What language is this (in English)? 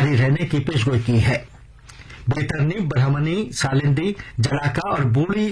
Urdu